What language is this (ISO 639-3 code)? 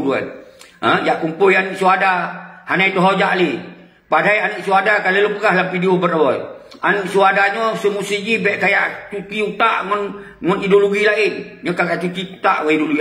ace